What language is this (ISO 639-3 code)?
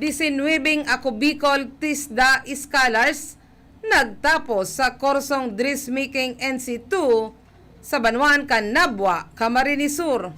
bik